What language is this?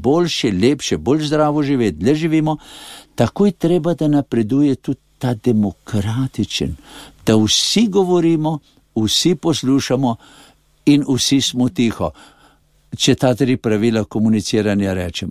Slovenian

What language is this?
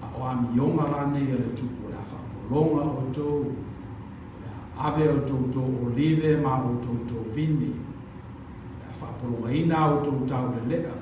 Samoan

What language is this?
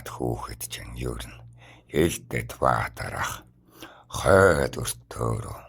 Mongolian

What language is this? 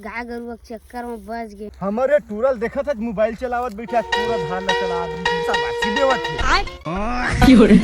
Chhattisgarhi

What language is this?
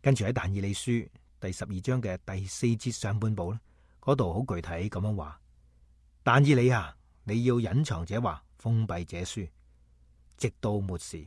Cantonese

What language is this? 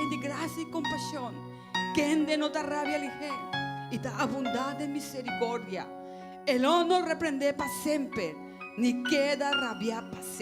Papiamento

